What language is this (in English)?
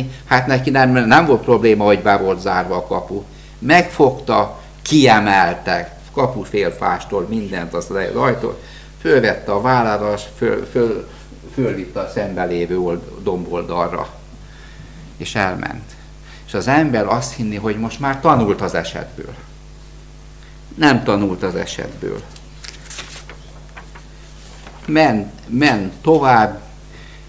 Hungarian